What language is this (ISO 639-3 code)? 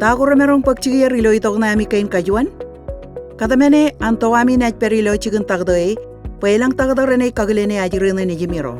mah